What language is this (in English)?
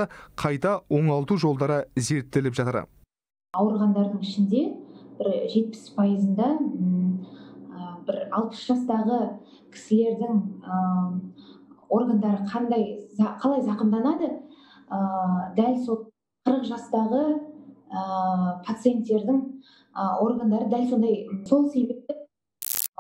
Kazakh